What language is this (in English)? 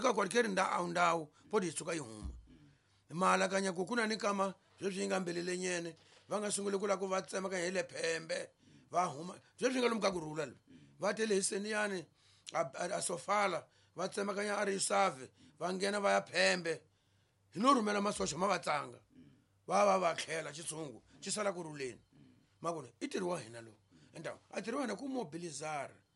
Tsonga